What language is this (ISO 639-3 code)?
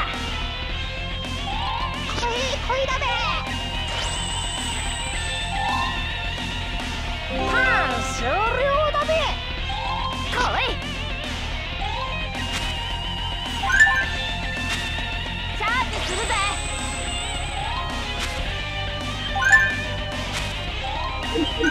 jpn